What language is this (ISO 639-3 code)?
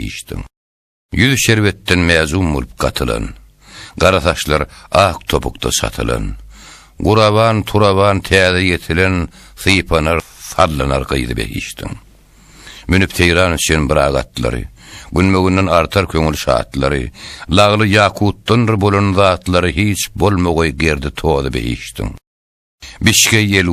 tuk